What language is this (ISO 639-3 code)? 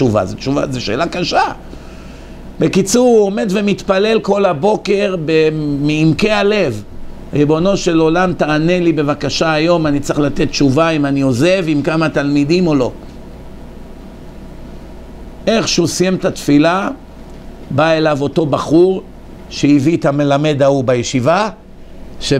heb